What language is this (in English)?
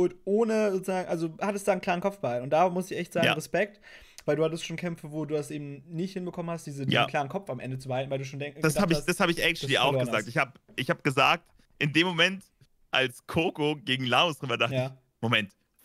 German